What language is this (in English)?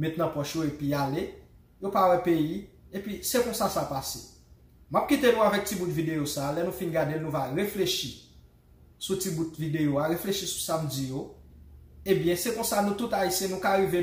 Haitian Creole